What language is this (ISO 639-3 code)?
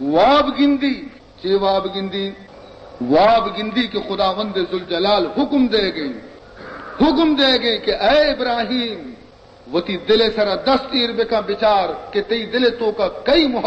bal